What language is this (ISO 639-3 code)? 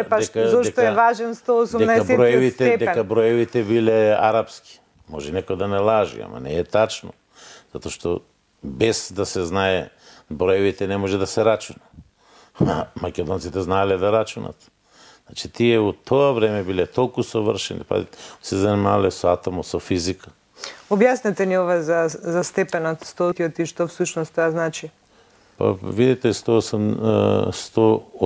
mkd